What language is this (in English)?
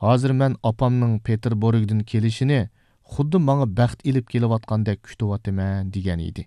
Uyghur